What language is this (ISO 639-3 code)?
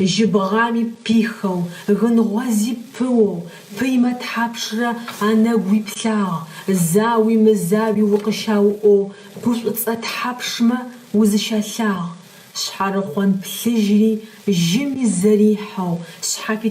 ady